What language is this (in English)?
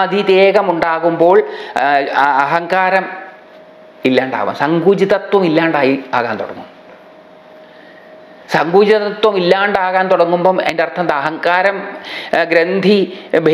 Malayalam